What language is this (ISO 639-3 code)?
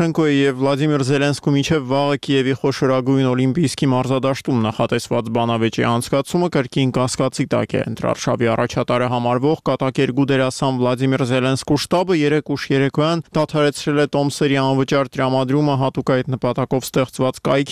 hye